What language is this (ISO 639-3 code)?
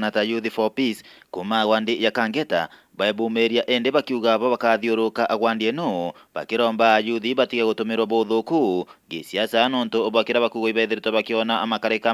mer